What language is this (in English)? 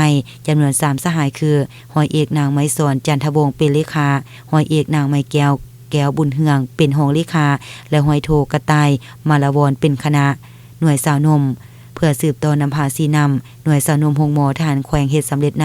Lao